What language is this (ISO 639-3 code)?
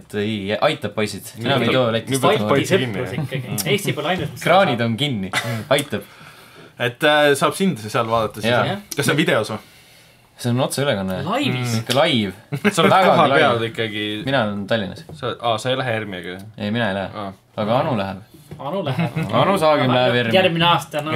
est